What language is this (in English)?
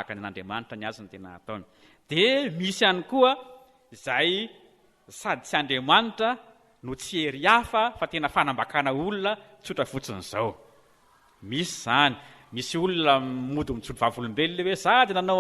Malagasy